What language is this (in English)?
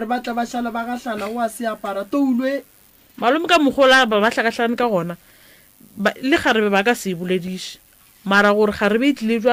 Northern Sotho